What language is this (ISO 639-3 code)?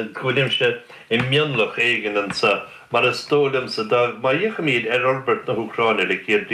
gle